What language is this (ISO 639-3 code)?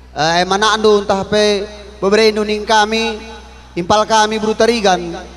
btx